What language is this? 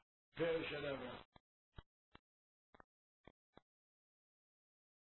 Hebrew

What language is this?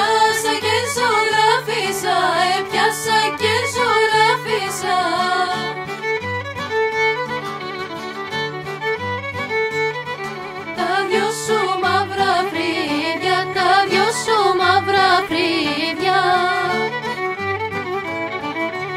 Greek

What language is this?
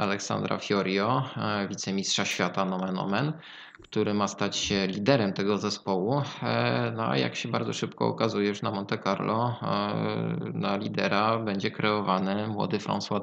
Polish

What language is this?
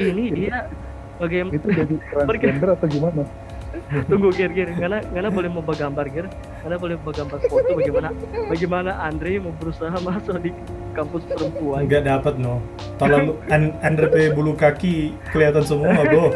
Manado Malay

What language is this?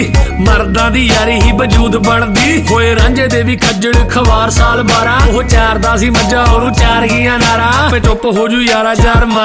Punjabi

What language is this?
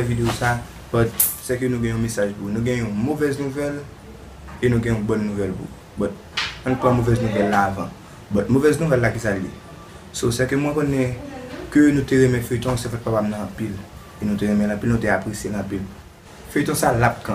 Haitian Creole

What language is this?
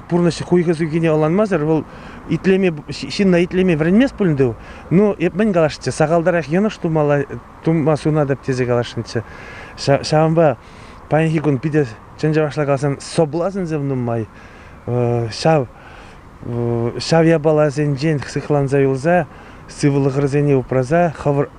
Chuvash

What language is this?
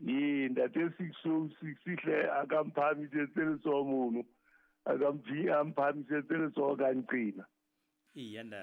Southern Sotho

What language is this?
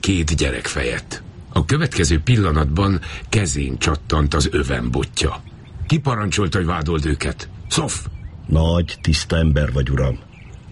Hungarian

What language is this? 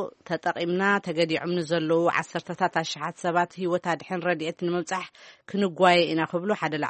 Tigrinya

